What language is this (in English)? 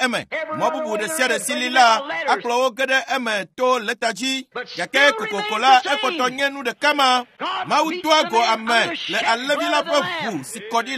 Ewe